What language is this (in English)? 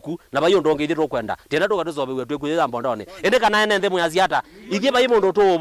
Kamba